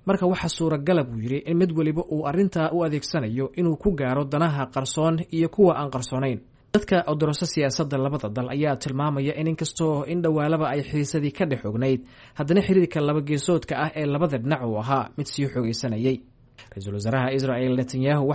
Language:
Somali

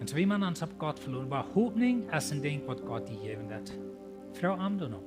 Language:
Plautdietsch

